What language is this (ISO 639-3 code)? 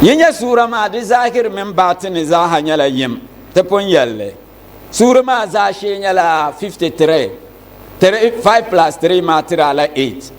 dag